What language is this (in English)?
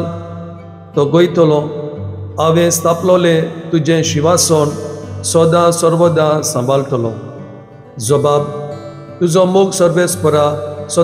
Konkani